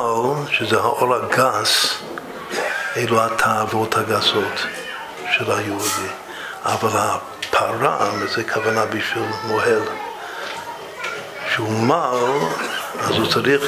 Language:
Hebrew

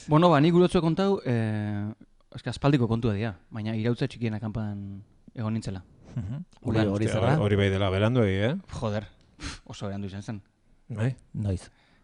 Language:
Basque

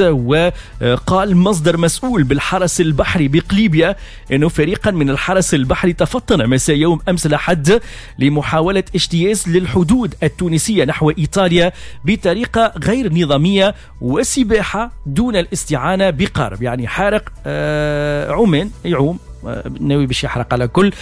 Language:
Tunisian Arabic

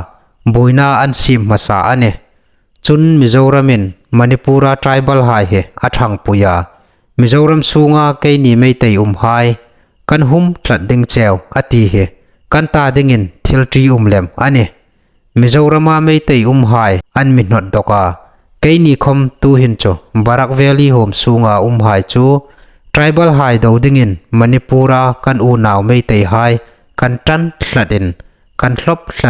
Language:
Hmar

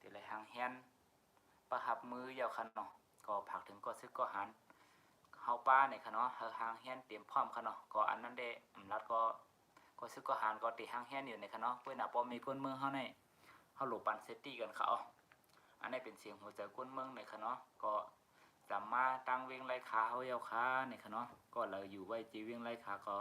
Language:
Shan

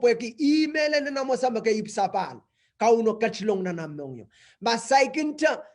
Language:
Pohnpeian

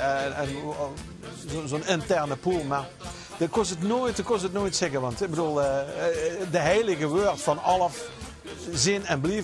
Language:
Limburgish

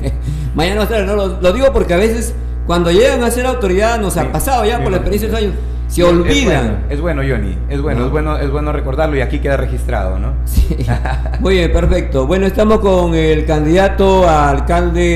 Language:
Spanish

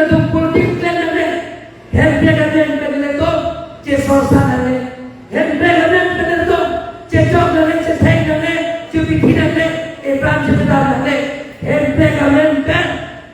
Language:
Karbi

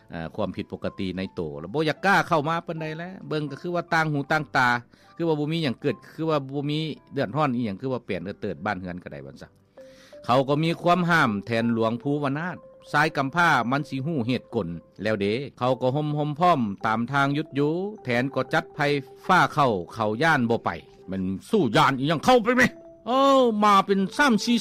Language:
Lao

